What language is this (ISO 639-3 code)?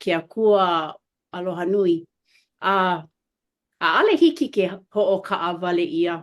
haw